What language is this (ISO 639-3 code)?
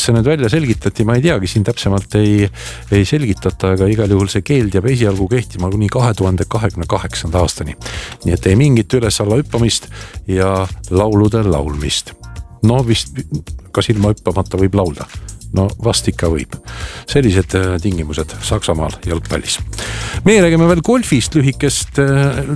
est